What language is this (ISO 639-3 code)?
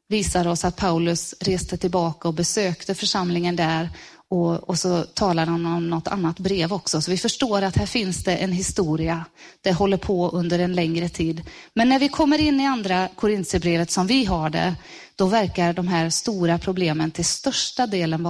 swe